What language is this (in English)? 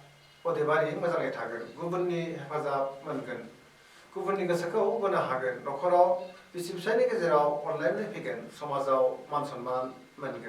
Bodo